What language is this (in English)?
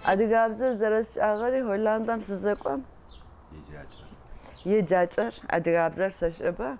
Adyghe